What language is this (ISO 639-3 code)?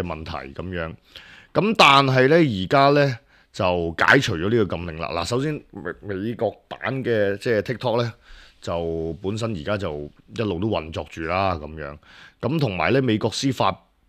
yue